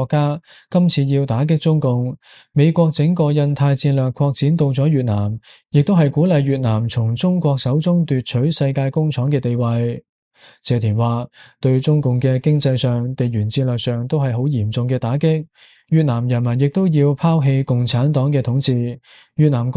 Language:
Cantonese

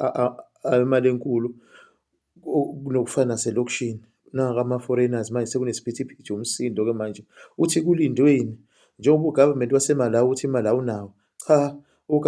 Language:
Zulu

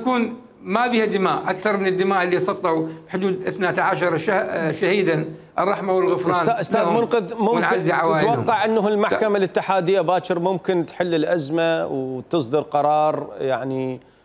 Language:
Mesopotamian Arabic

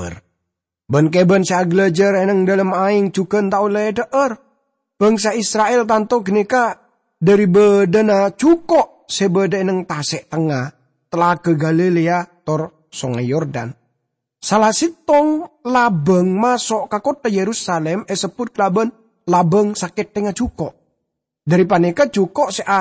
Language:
Madurese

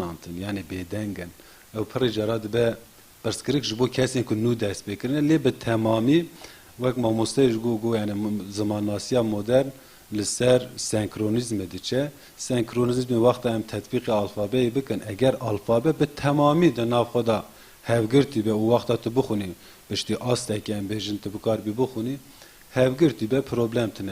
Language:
Kurdish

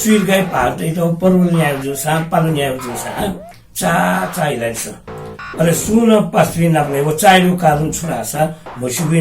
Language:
Newari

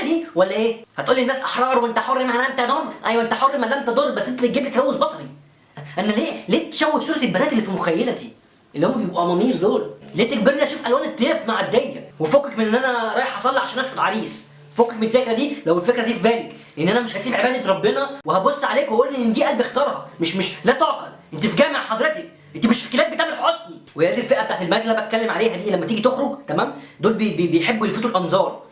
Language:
Egyptian Arabic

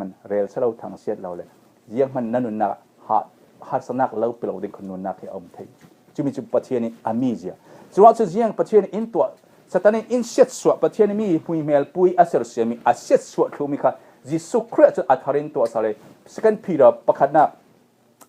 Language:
Falam Chin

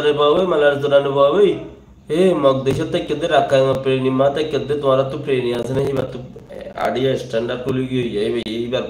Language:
Rohingya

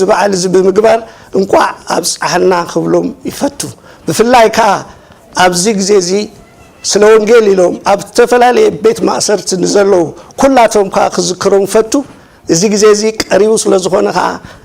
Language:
Tigrinya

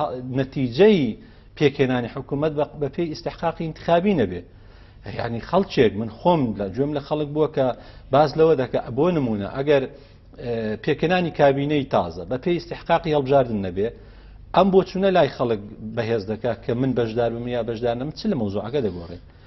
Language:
Central Kurdish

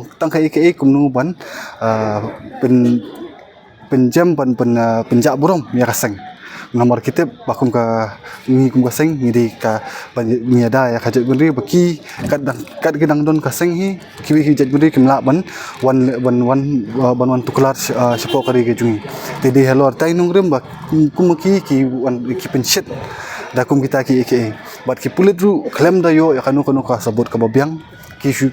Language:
Khasi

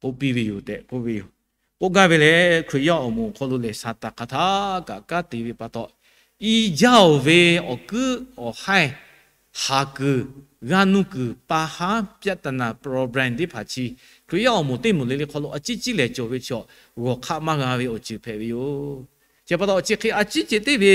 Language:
Lahu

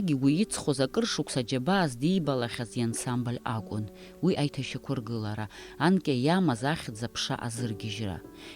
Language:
Abkhazian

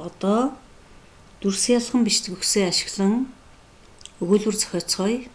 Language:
Mongolian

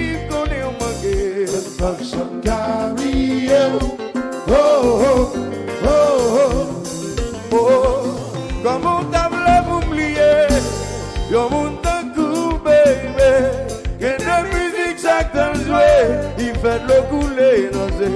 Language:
French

